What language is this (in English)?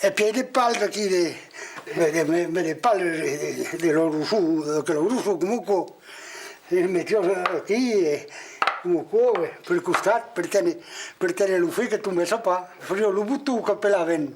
Occitan